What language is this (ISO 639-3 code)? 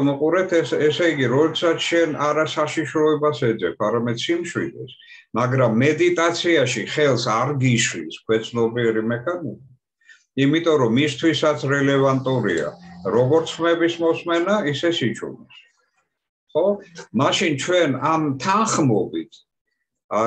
kat